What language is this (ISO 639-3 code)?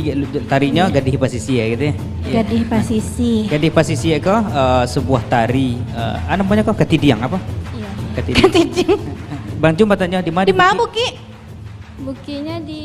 min